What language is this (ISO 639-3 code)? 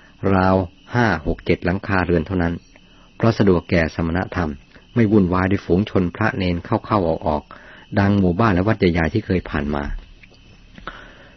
tha